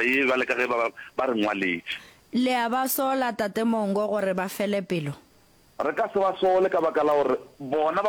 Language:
Northern Sotho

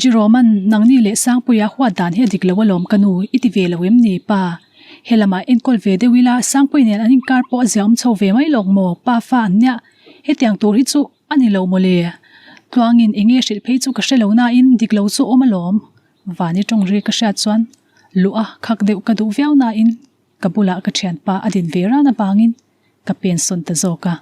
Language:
Mizo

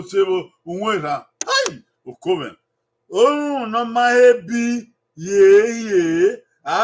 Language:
Bini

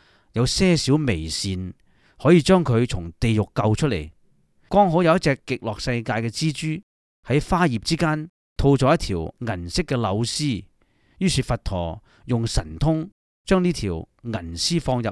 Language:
Cantonese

